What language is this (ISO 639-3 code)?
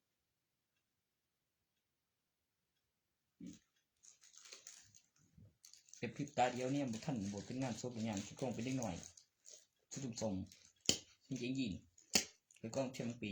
tts